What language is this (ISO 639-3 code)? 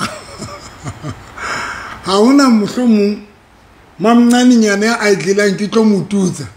sot